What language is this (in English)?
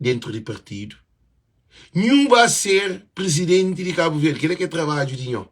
Kabuverdianu